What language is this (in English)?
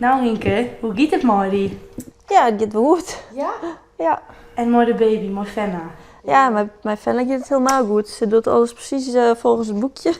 Western Frisian